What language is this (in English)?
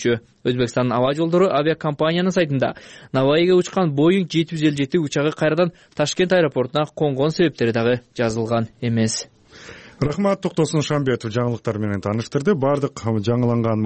Kyrgyz